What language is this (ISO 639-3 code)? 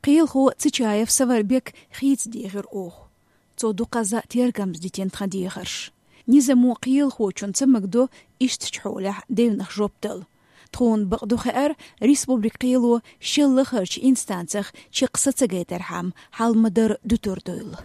che